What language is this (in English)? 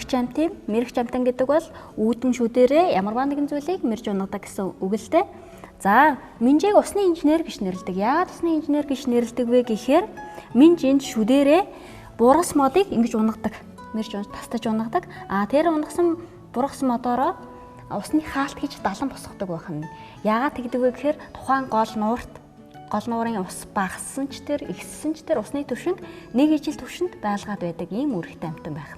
Mongolian